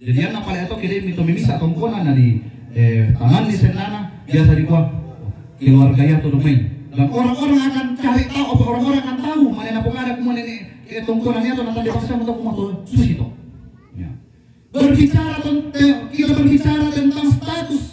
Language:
Toraja-Sa'dan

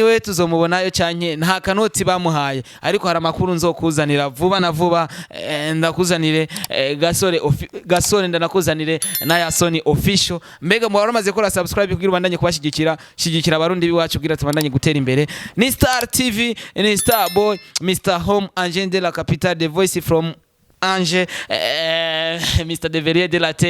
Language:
Rundi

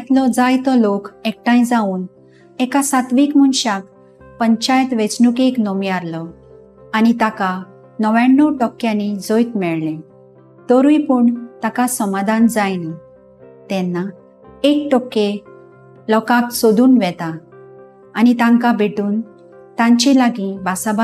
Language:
Konkani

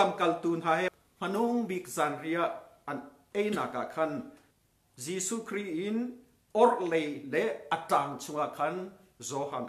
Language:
Hakha Chin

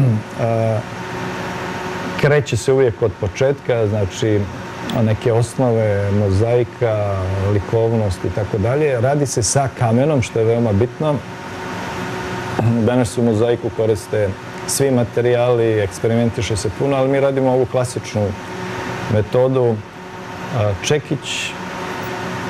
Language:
Serbian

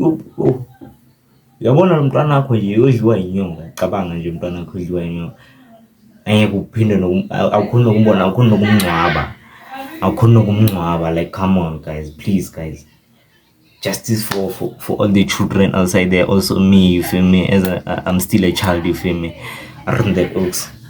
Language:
Zulu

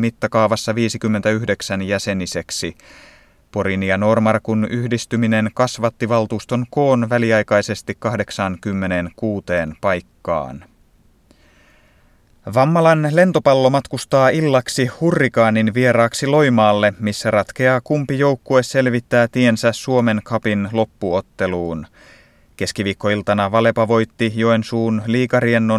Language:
Finnish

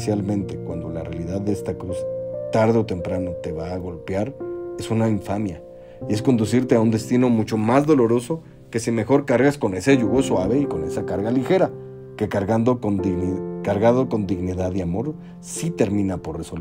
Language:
Spanish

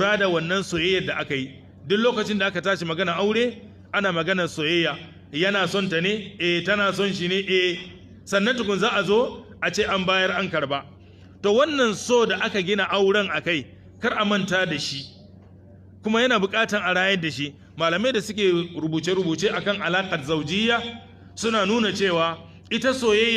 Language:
Hausa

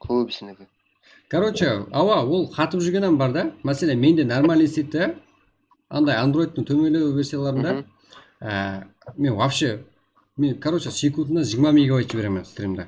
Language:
Kara-Kalpak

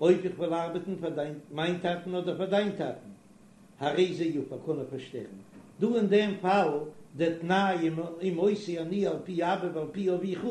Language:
Yiddish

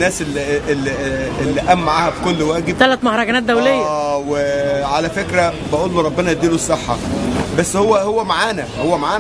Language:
Egyptian Arabic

